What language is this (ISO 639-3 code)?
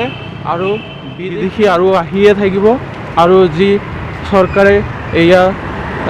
asm